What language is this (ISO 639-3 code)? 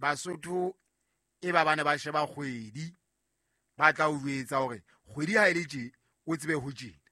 sot